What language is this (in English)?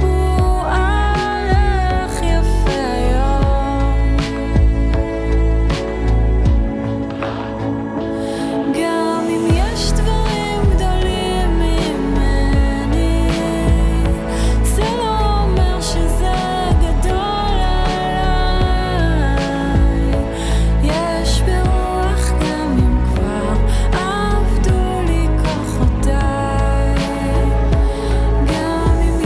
Hebrew